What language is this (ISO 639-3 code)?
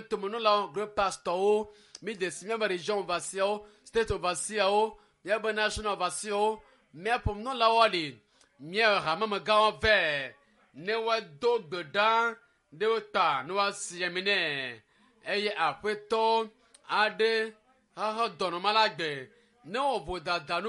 ewe